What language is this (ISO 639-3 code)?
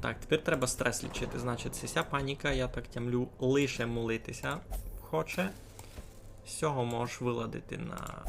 rue